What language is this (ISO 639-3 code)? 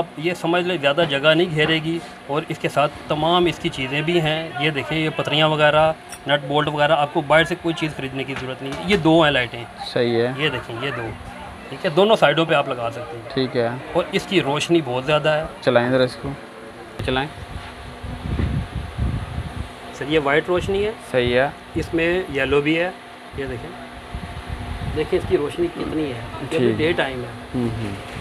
hin